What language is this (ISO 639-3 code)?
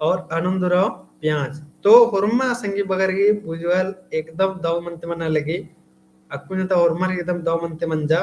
kru